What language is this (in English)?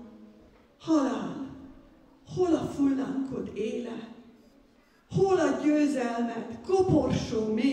Hungarian